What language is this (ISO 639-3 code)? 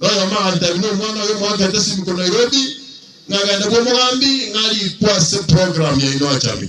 guz